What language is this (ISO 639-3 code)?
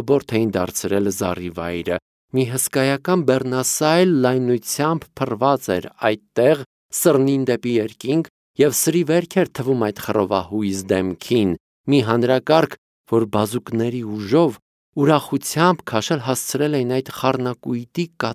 hye